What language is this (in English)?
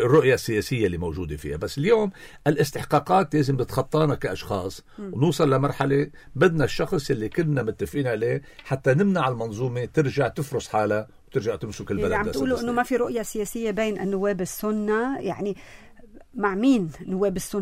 North Levantine Arabic